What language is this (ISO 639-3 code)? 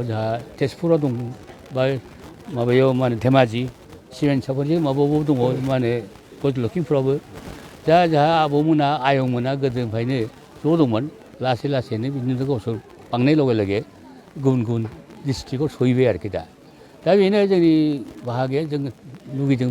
brx